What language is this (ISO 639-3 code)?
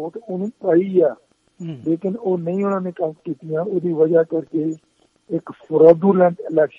pan